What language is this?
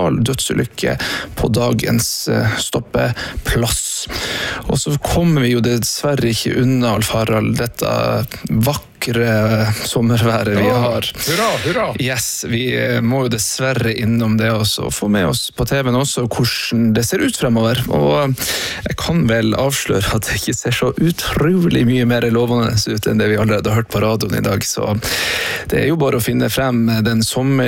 Norwegian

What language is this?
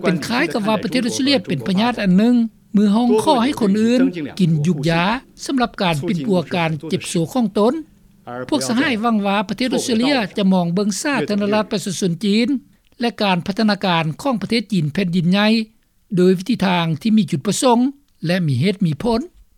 Lao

